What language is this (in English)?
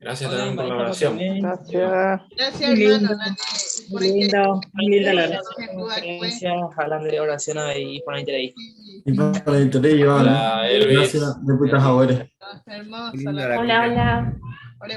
Guarani